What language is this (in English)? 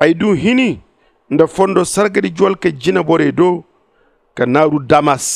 Zarma